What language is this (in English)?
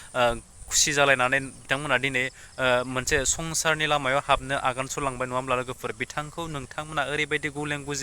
Bodo